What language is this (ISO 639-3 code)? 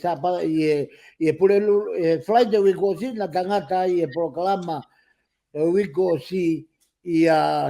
ton